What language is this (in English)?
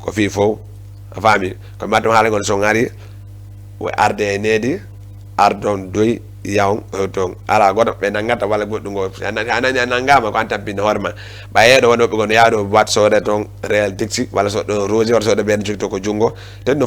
Fula